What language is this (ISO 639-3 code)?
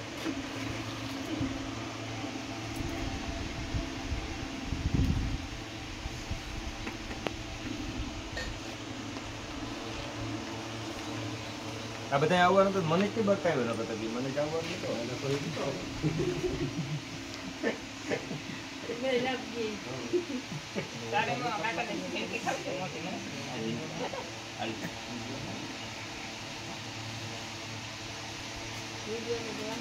guj